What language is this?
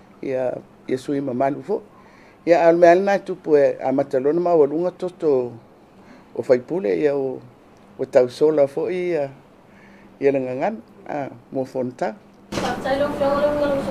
Samoan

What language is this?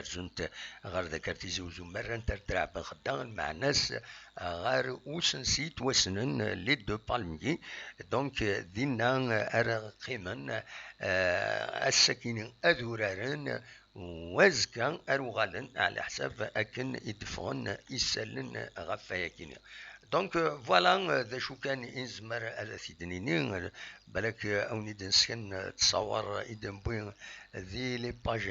Kabyle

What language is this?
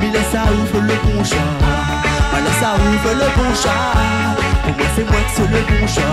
Réunion Creole French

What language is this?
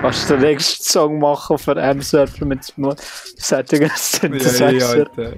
Swiss German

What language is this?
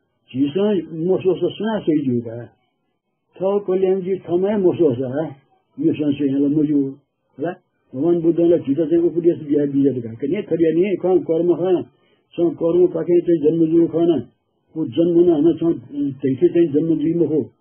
Newari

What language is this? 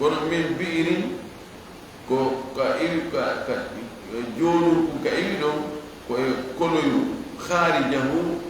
Fula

